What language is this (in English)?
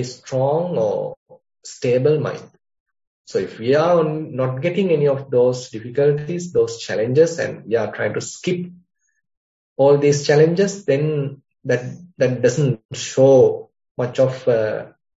English